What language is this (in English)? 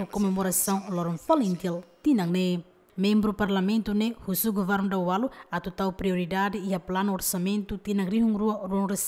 Tetum